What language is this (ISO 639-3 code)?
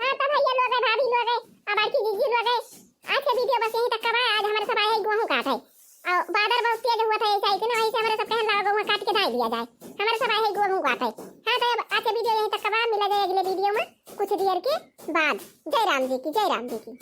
awa